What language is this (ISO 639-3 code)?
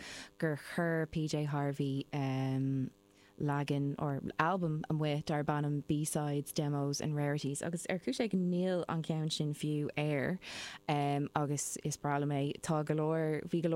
gle